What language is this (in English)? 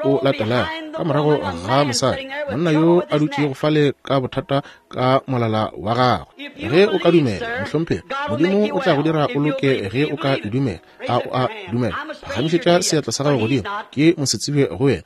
Northern Sotho